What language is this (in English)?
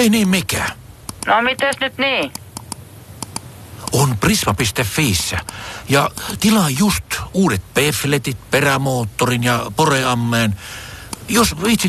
Finnish